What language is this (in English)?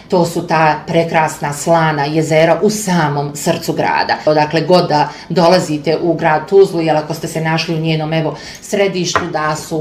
Bosnian